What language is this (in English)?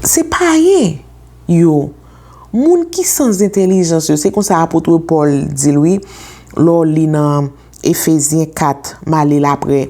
Haitian Creole